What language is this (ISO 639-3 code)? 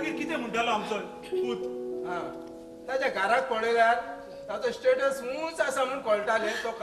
kok